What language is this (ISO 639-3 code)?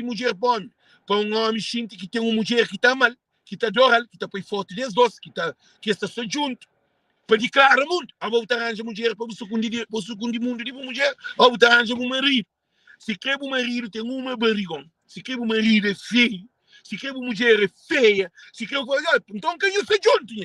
kea